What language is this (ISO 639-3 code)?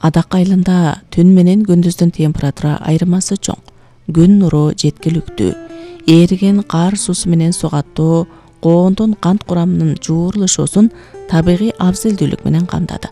kir